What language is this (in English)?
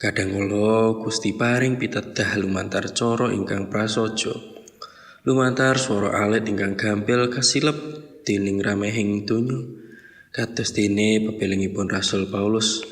Javanese